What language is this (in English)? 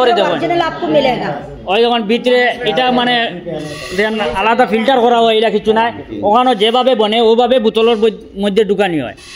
Sylheti